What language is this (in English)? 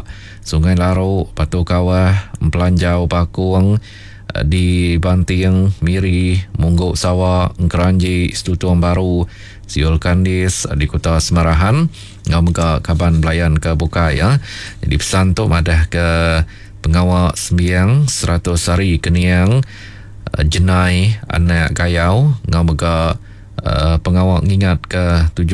Iban